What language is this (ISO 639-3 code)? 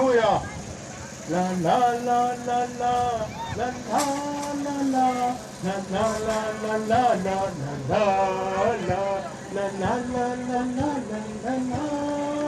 mfz